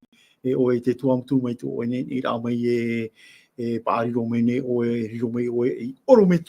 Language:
Tahitian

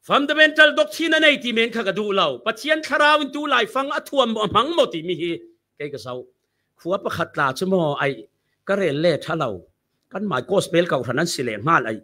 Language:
Falam Chin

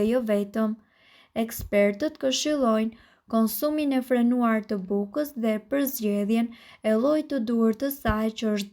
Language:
Albanian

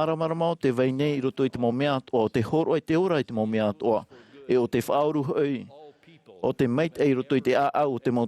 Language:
Tahitian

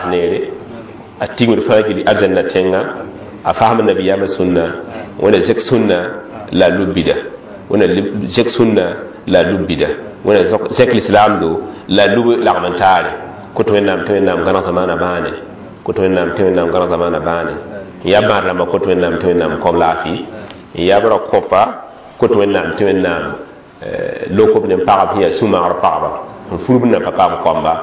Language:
Mossi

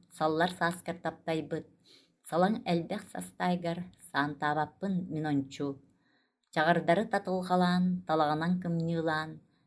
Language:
Yakut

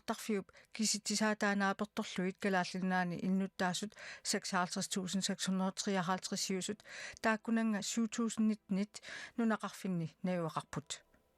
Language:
Kalaallisut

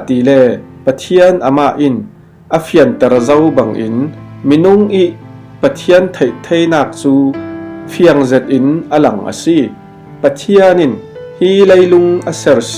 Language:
Falam Chin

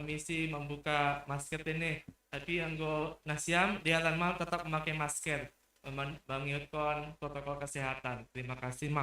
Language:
Batak Simalungun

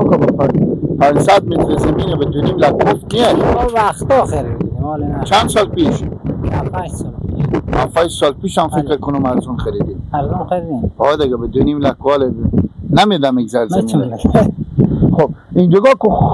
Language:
Persian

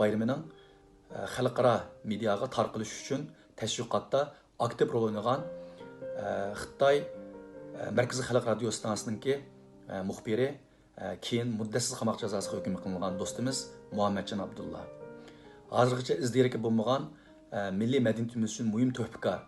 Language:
Uyghur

